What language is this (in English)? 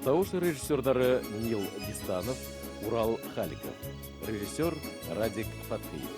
Bashkir